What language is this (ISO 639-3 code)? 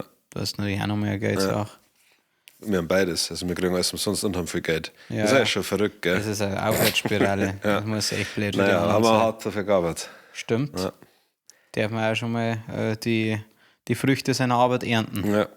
bar